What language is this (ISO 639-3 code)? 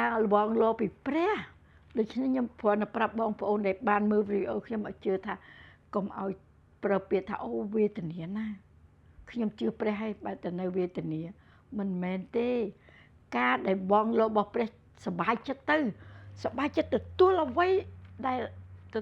khm